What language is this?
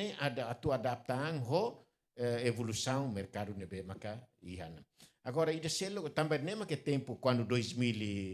Tetum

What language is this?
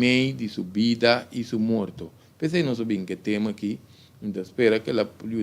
Papiamento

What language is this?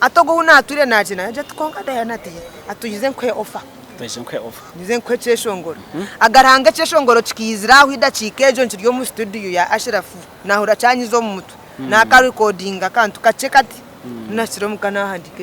Nyankole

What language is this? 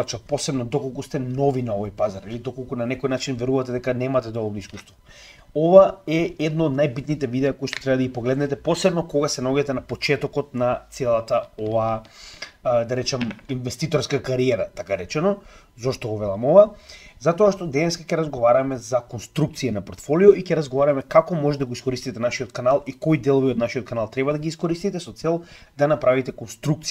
Macedonian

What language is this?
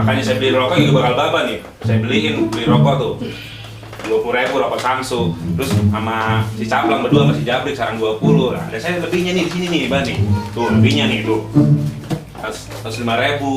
Betawi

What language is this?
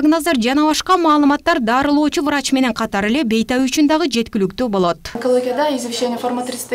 Kyrgyz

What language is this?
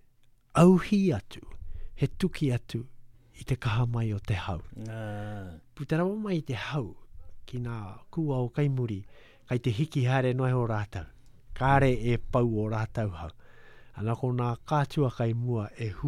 Latvian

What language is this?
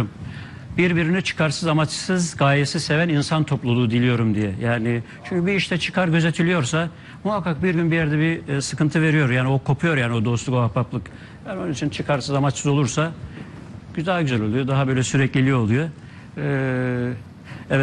Turkish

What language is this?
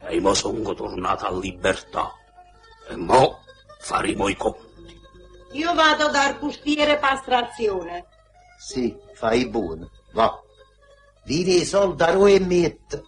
Neapolitan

